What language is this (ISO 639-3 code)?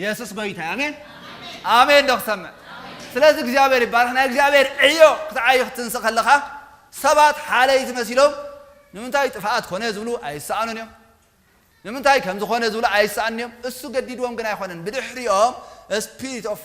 tir